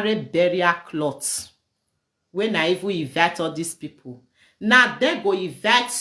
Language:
Nigerian Pidgin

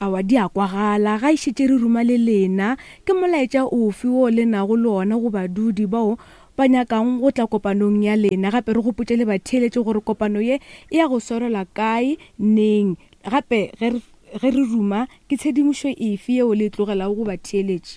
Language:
Northern Sotho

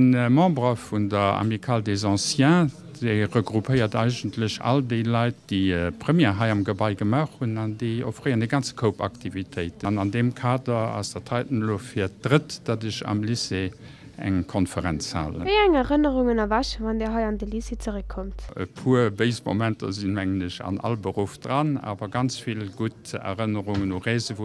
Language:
Luxembourgish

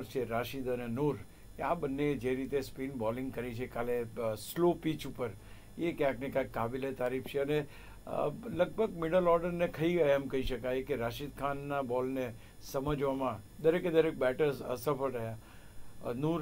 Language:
Gujarati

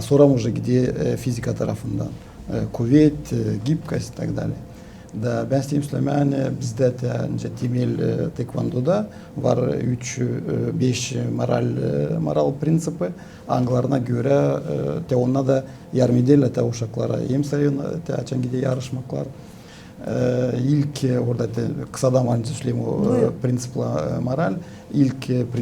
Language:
Gagauz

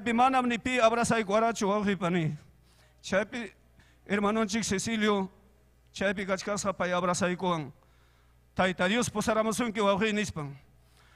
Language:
Ayacucho Quechua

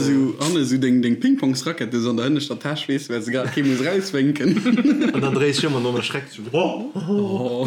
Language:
Luxembourgish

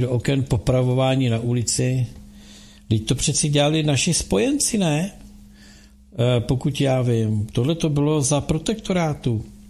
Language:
Czech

